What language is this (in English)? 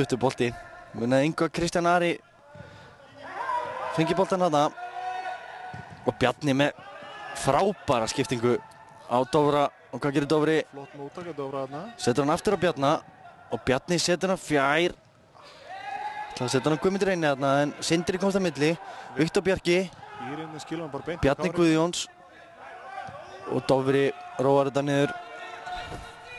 Icelandic